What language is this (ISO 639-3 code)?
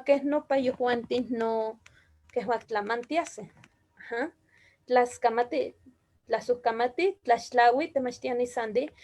nhe